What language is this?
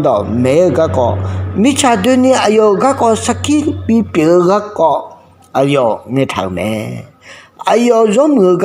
Akha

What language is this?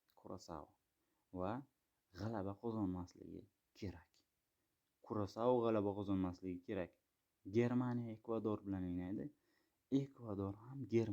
Uzbek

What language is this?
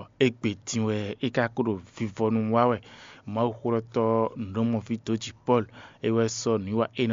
Fon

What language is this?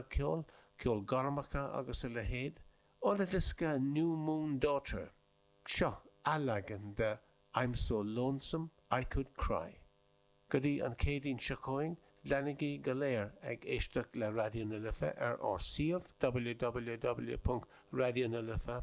Irish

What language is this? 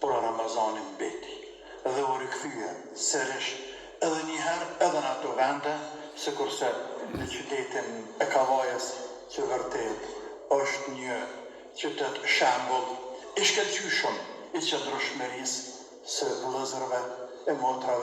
Albanian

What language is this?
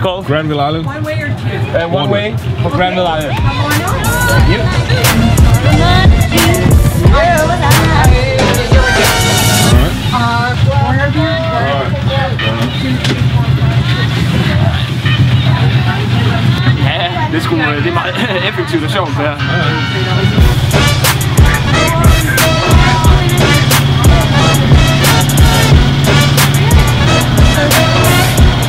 Danish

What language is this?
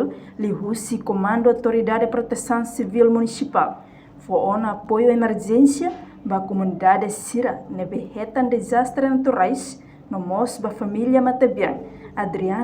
Tetum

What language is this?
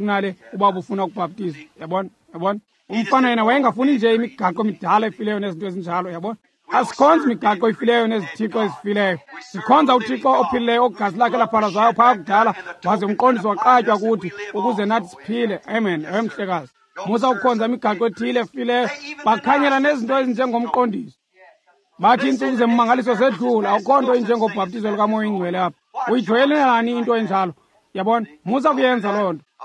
Xhosa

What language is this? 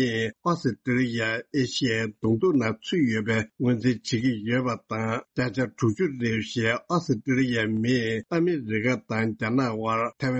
Tibetan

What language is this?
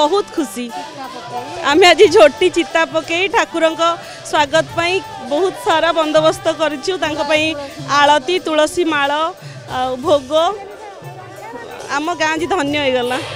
Odia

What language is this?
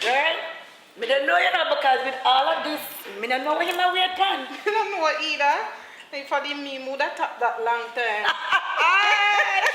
Jamaican Creole English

